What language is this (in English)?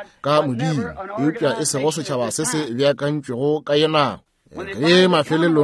Northern Sotho